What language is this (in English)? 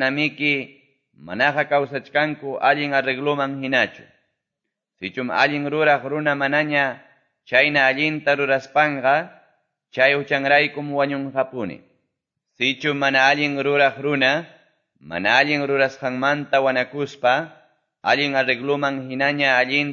Quechua